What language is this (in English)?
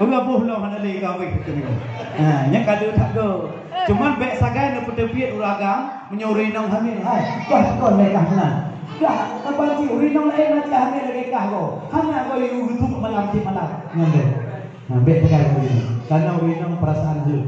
Achinese